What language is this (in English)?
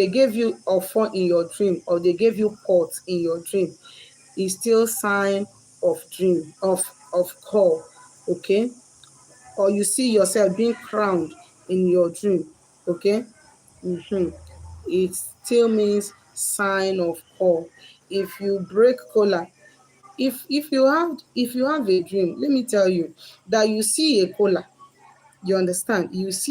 Igbo